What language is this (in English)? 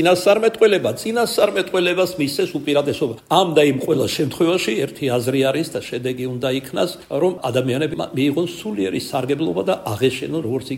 Georgian